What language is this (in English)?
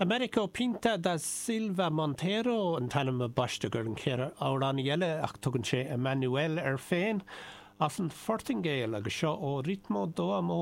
Irish